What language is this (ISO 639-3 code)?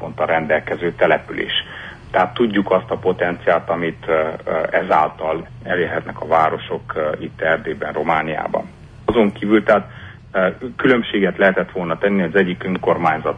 hun